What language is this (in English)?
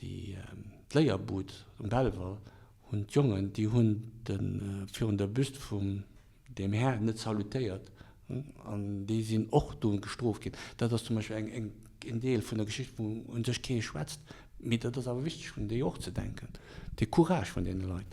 Luxembourgish